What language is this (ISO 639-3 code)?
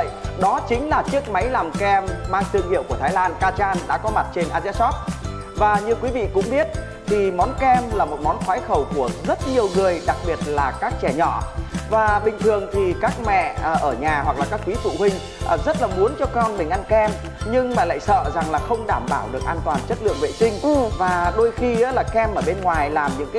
vie